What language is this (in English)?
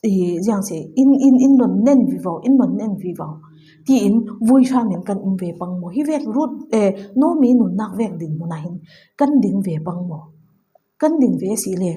Falam Chin